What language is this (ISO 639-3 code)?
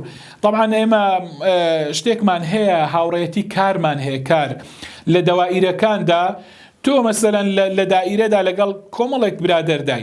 ckb